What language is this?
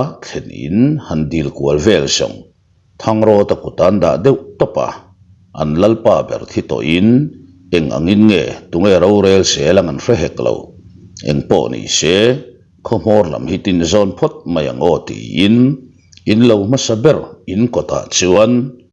Mizo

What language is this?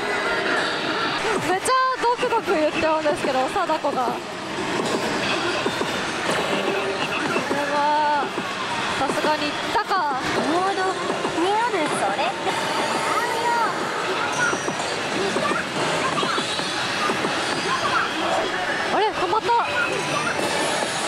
Japanese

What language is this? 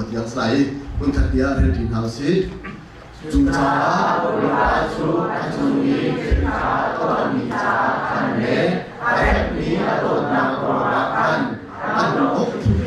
Hakha Chin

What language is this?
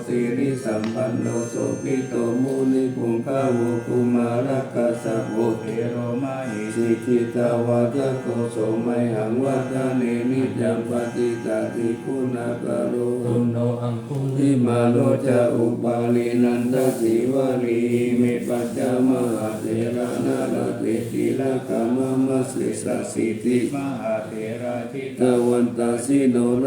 Pali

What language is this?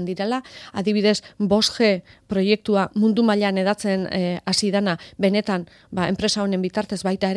Basque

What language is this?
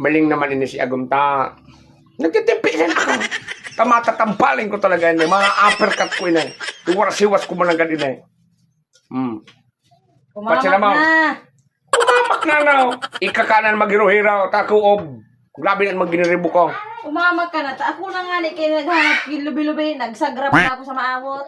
Bikol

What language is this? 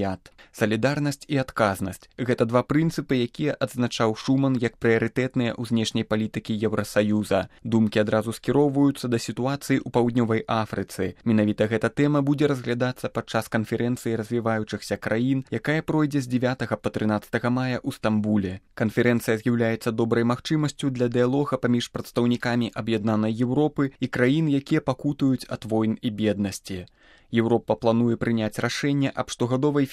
Belarusian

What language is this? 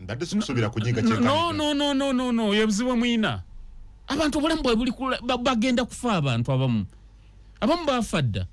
Ganda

